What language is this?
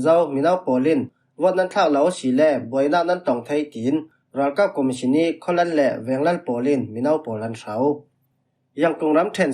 Falam Chin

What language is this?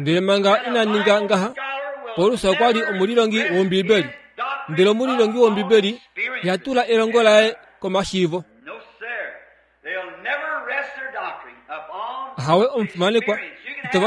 Kuanyama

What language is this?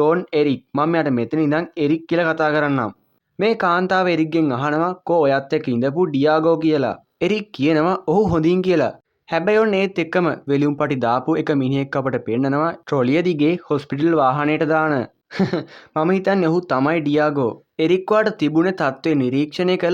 Sinhala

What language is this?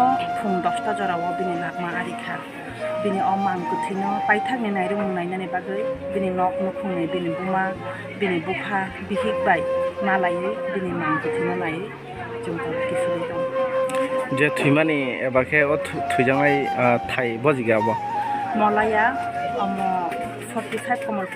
Kok Borok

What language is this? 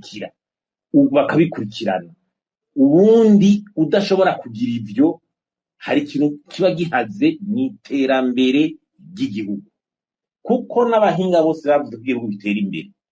Rundi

